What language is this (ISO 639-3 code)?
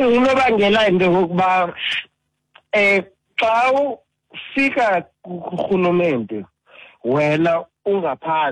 xho